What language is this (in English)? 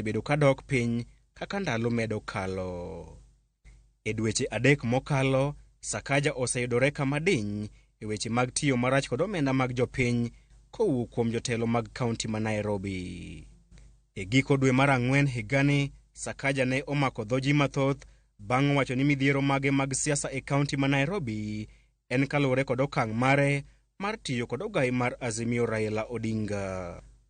Luo (Kenya and Tanzania)